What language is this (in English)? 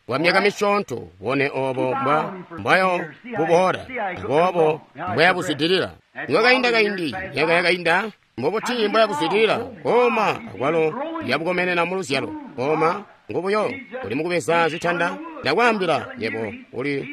Tonga (Zambia)